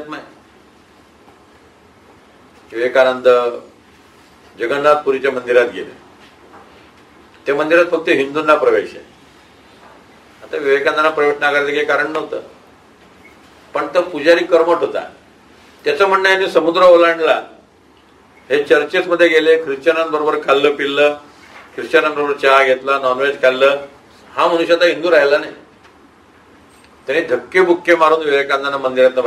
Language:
Marathi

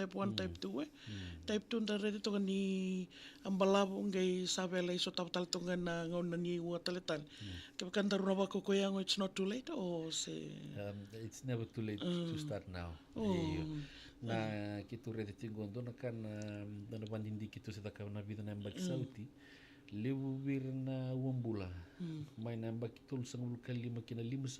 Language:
Fijian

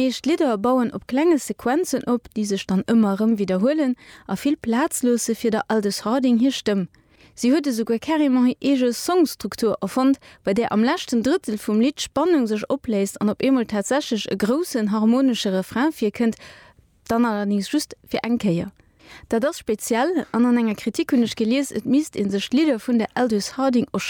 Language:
Luxembourgish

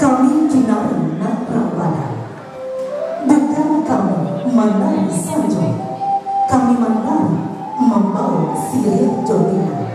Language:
Minangkabau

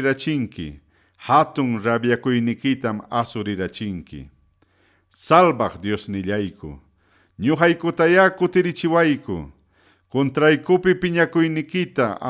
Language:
Ayacucho Quechua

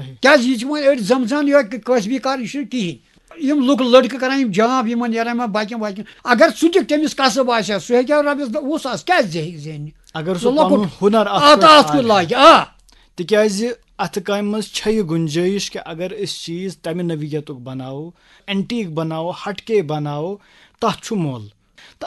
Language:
Kashmiri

